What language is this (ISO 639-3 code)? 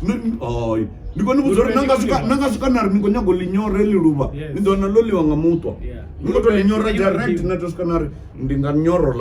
ven